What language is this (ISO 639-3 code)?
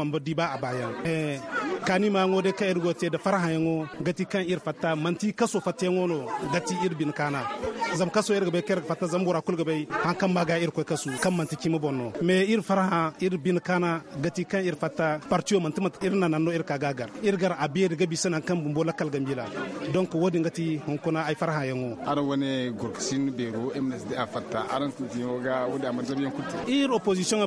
dje